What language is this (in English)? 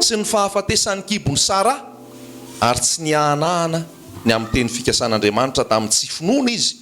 Malagasy